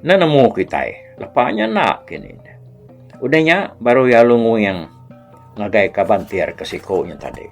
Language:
Iban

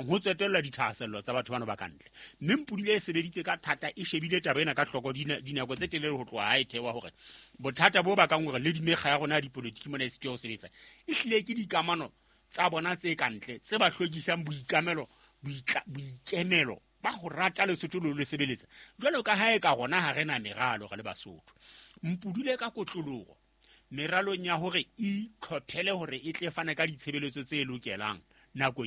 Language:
Southern Sotho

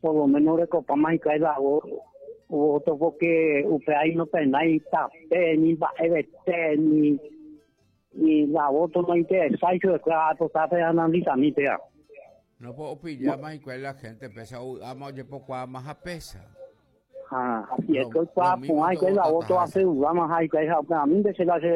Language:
Guarani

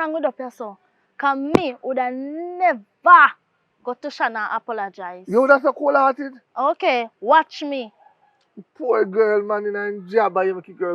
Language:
Jamaican Creole English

